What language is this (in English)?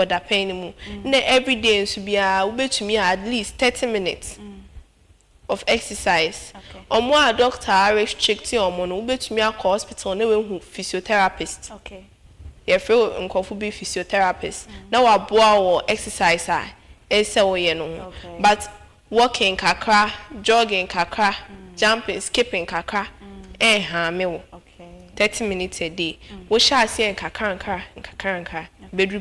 Akan